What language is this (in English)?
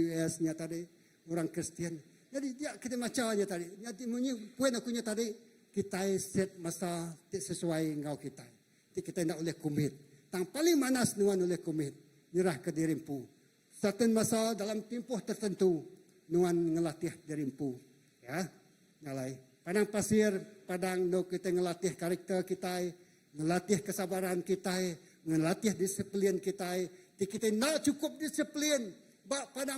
Iban